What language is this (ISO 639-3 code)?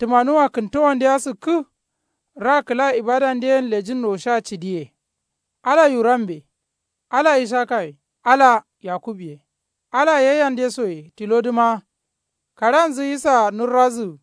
kau